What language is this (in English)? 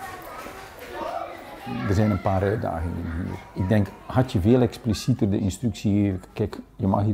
Dutch